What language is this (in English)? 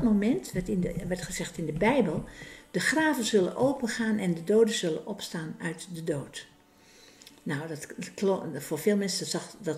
Dutch